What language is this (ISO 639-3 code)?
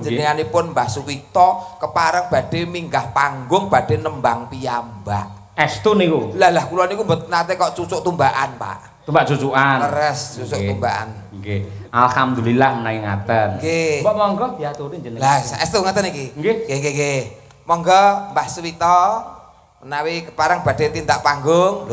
jav